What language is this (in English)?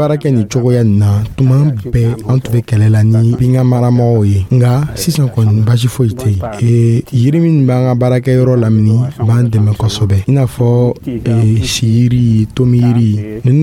Dyula